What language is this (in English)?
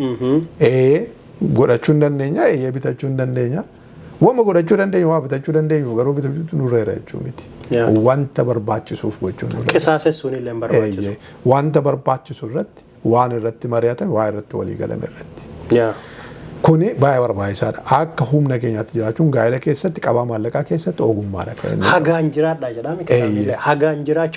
Oromo